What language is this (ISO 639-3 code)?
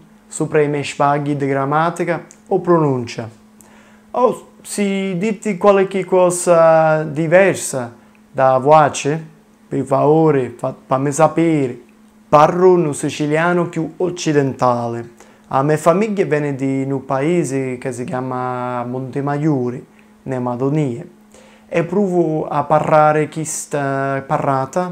scn